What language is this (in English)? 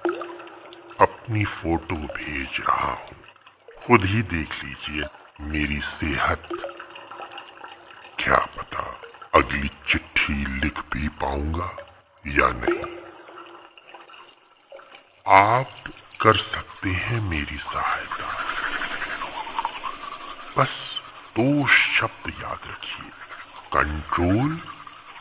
Hindi